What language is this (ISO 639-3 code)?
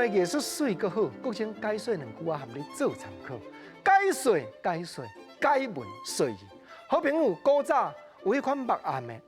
nan